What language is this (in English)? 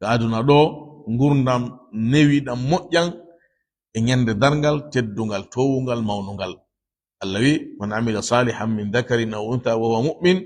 Fula